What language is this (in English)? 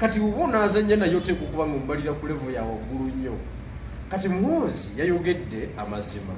Ganda